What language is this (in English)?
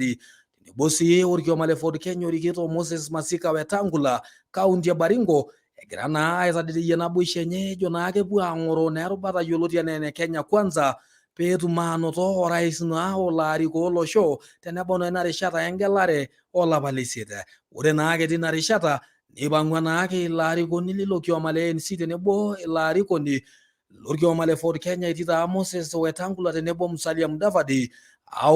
Masai